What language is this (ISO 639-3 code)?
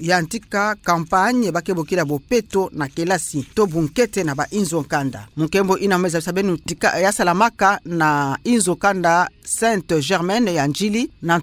ktu